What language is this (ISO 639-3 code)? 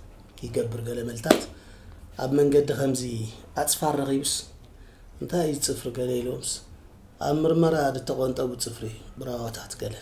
tir